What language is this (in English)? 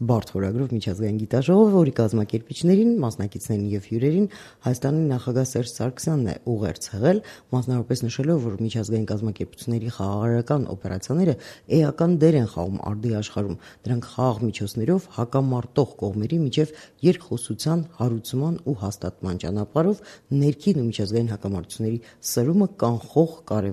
Armenian